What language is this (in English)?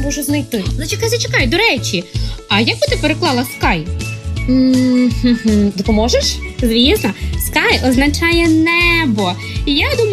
Ukrainian